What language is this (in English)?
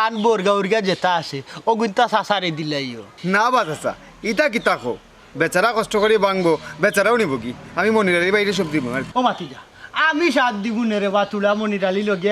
Sylheti